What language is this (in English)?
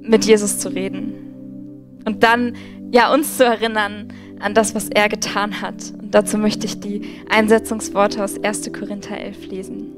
Swiss German